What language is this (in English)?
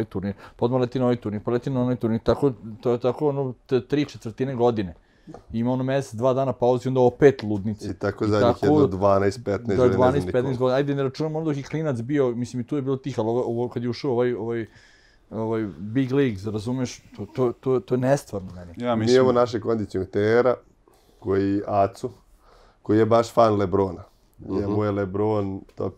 Serbian